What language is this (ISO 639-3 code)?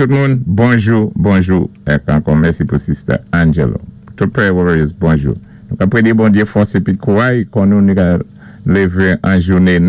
acf